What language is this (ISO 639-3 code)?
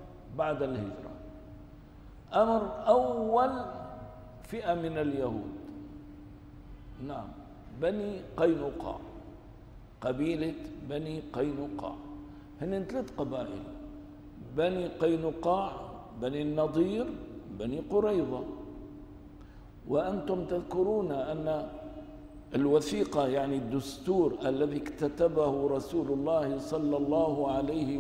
ara